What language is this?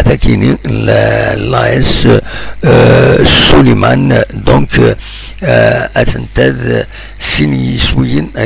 Kabyle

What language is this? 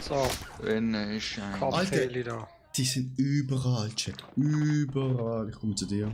Swiss German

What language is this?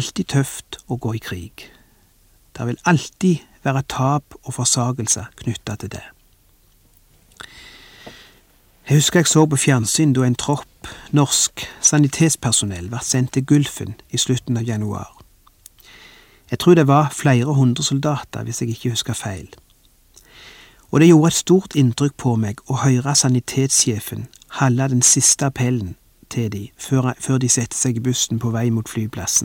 Norwegian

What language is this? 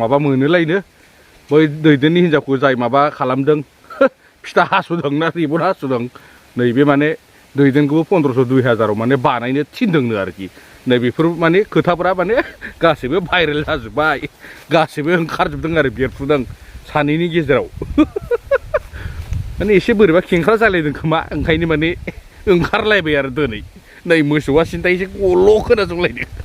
Bodo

